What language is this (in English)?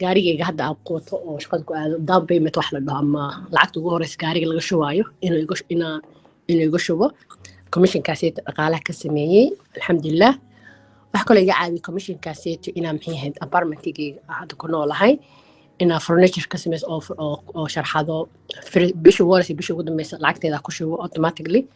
Somali